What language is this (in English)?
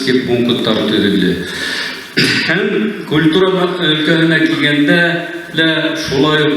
Bashkir